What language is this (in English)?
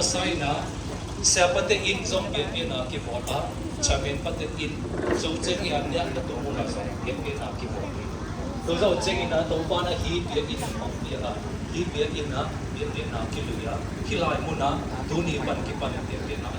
Siyin Chin